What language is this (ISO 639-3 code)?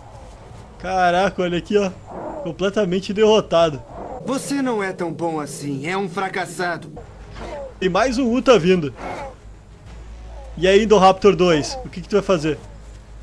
por